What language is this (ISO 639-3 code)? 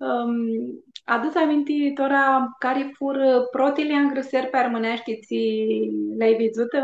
rup